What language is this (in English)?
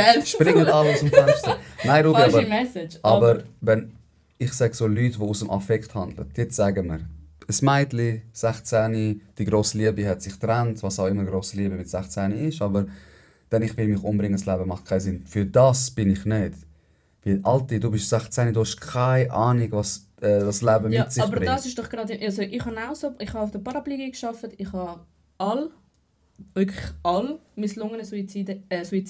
Swiss German